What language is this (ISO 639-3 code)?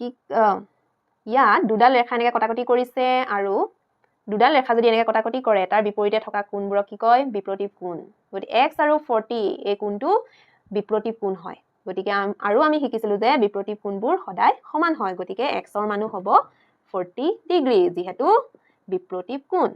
asm